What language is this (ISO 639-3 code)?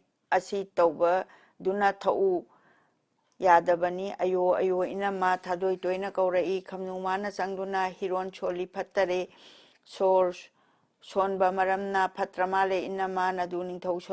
mni